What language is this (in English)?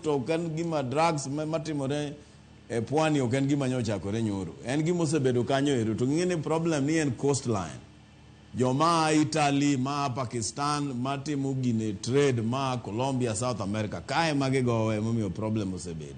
Luo (Kenya and Tanzania)